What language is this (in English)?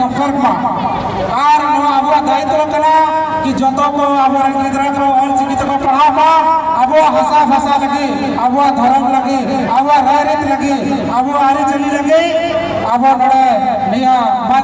Santali